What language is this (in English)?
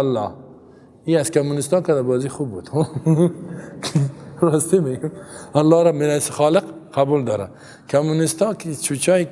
Persian